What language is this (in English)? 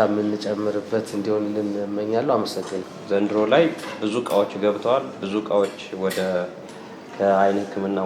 Amharic